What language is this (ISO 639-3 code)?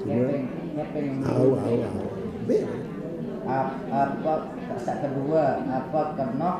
sas